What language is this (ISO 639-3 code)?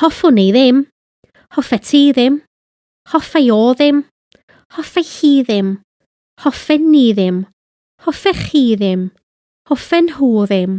cym